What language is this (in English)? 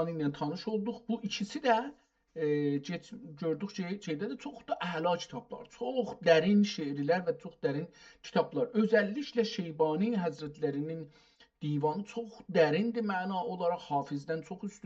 South Azerbaijani